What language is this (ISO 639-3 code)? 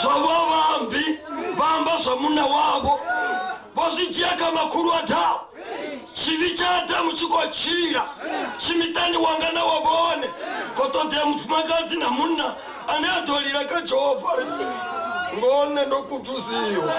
ven